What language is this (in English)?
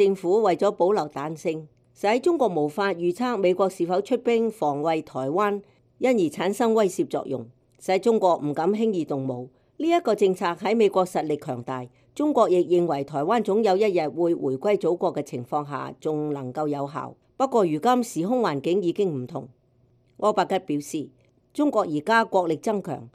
Cantonese